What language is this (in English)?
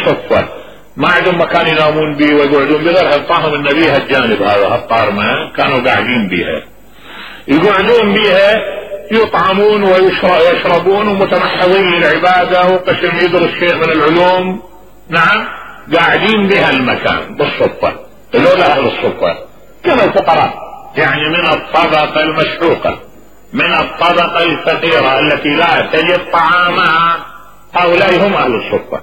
Mesopotamian Arabic